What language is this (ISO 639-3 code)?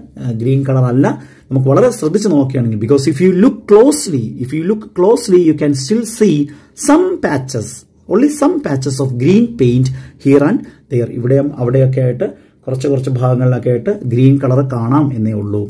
mal